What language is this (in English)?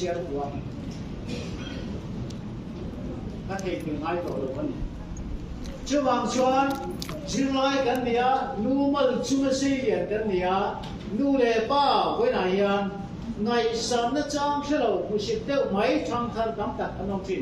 Vietnamese